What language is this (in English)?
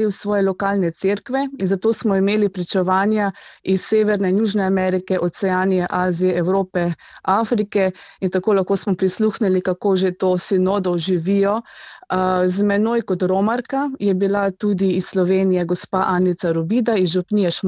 Slovenian